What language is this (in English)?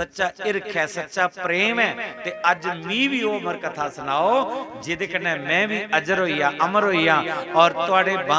Dogri